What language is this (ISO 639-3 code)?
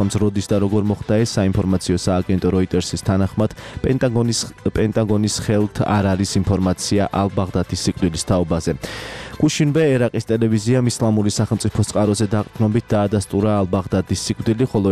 kat